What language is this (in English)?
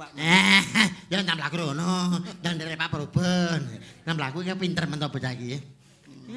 Javanese